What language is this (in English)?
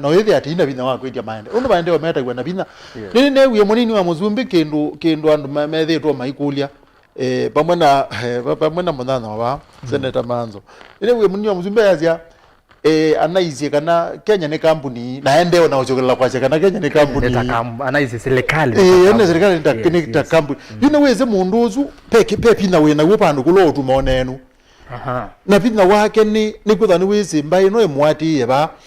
Kamba